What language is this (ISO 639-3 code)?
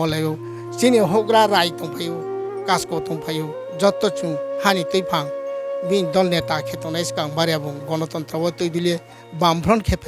ria